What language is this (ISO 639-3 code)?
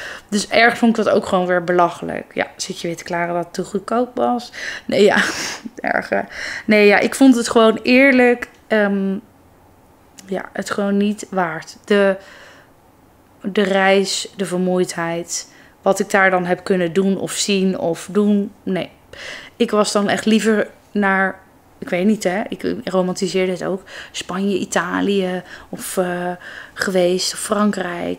nld